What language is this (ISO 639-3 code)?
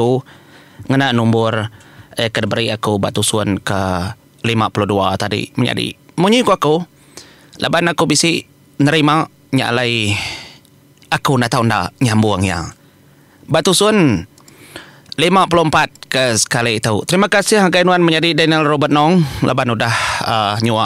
iba